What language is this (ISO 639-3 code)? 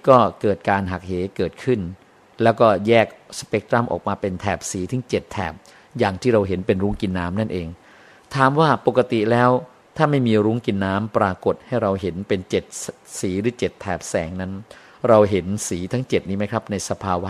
tha